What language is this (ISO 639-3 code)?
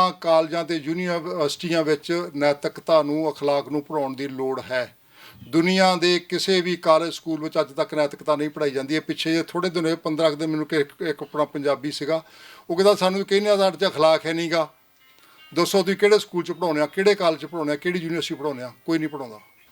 lah